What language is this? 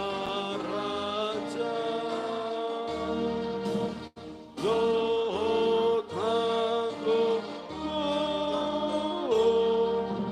Batak Toba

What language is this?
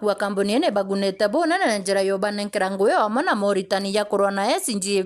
Meru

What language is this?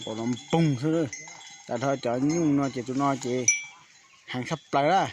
Hmong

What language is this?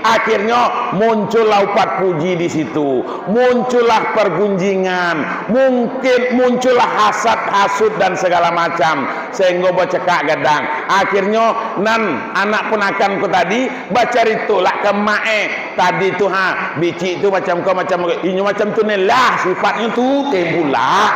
Minangkabau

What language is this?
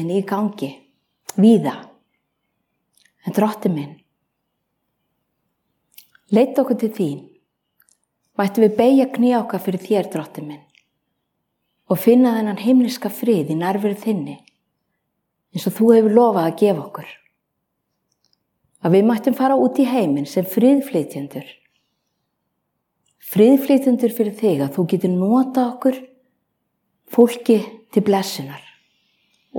Icelandic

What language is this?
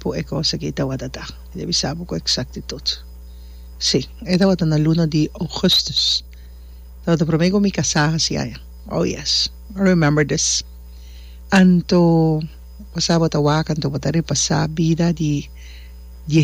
Papiamento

